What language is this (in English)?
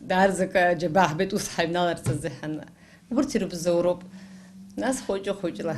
Abkhazian